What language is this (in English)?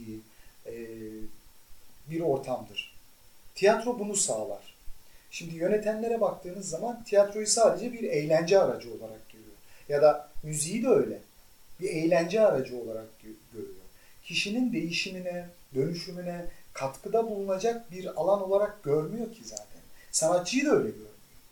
Turkish